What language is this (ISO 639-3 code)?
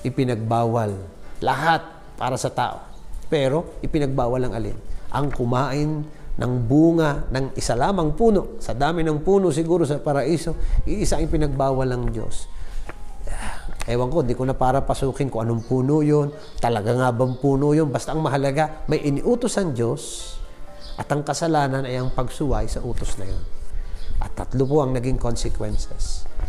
fil